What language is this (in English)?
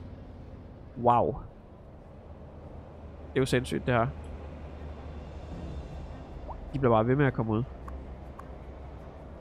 Danish